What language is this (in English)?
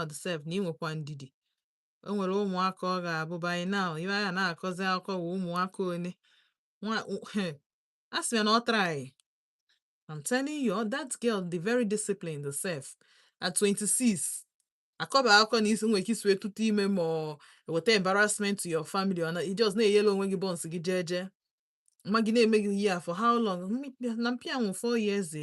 Igbo